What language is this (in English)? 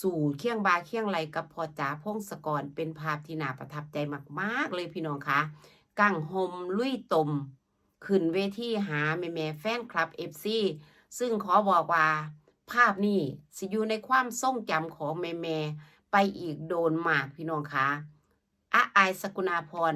Northeastern Thai